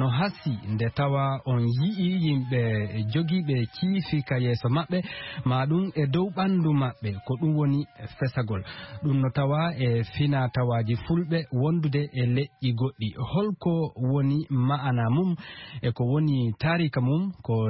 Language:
Fula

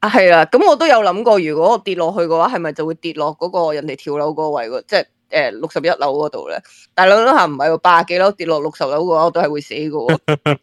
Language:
Cantonese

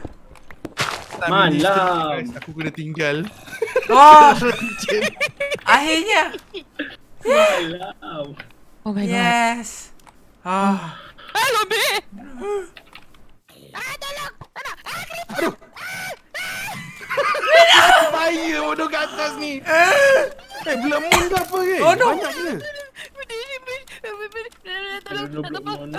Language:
Malay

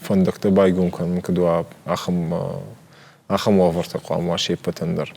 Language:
Ossetic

